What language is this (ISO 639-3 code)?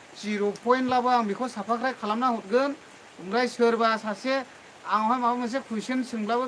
brx